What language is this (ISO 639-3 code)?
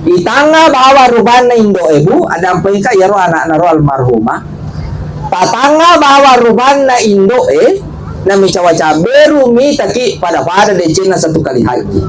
bug